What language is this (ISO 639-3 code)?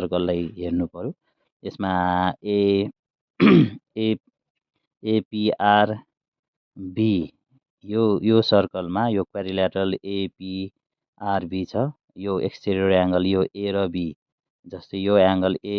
nep